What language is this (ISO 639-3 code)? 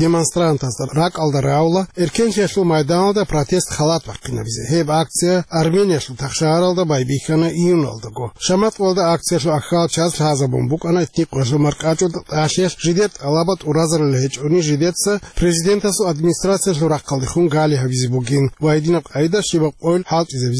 ava